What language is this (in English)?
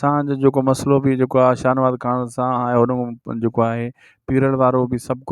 Sindhi